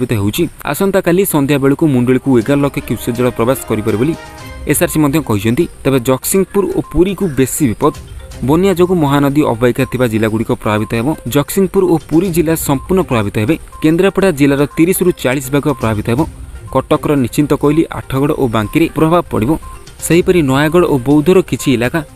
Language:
Odia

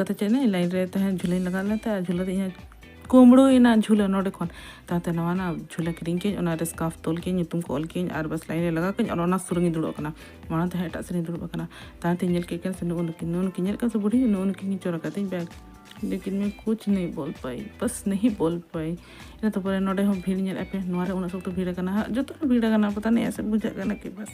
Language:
Santali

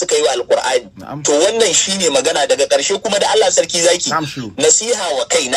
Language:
Hausa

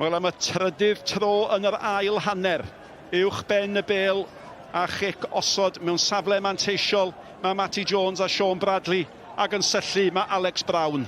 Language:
Welsh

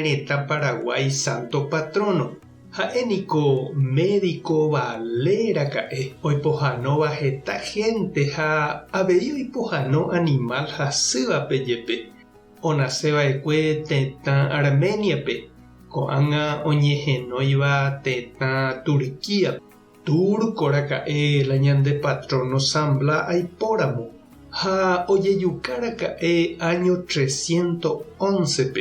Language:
Guarani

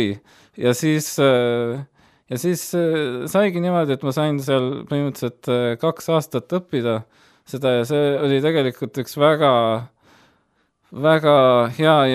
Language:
Estonian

